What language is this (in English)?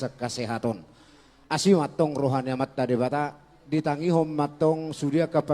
Batak Toba